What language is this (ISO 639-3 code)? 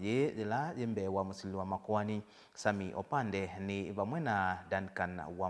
kam